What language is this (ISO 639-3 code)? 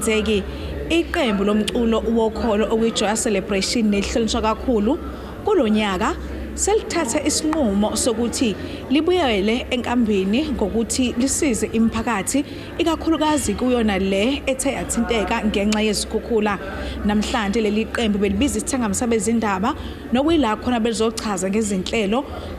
zul